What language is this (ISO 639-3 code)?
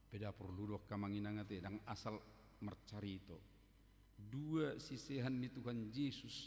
bbc